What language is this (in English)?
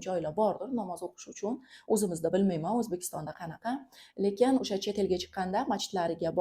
Uzbek